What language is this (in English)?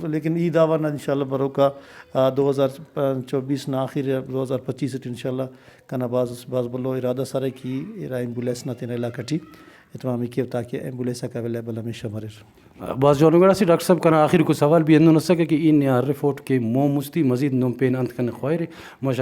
Brahui